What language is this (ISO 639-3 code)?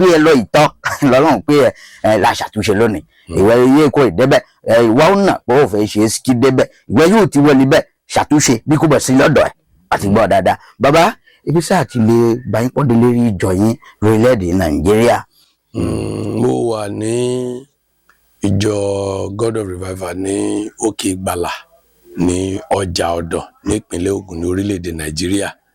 yor